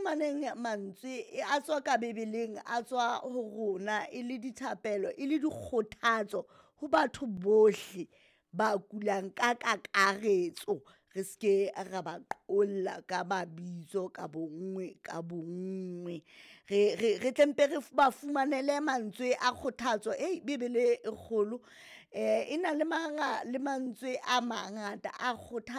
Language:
Southern Sotho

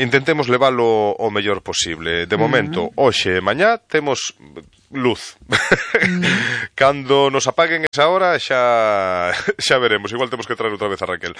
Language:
Galician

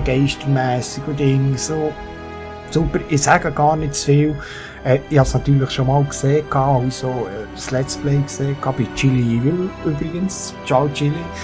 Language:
Swiss German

